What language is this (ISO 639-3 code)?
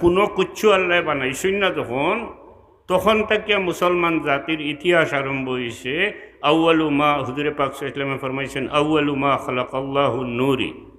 syl